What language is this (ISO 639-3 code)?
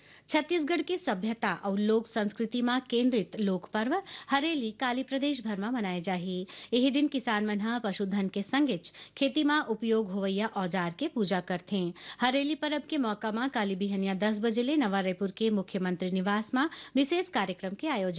hne